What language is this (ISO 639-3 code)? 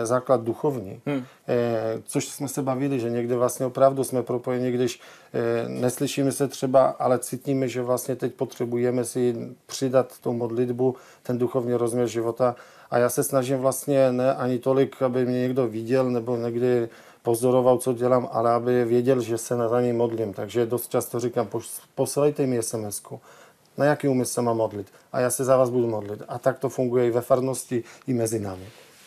ces